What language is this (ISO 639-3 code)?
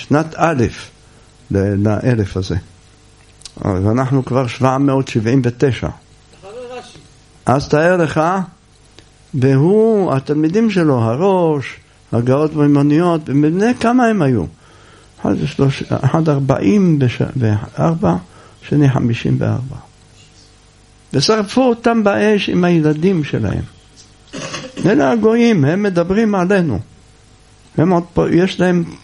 heb